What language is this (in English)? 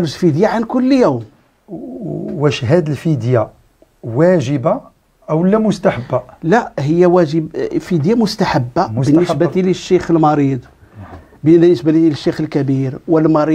Moroccan Arabic